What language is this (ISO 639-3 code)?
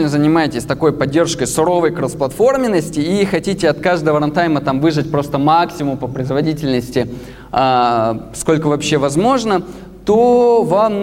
rus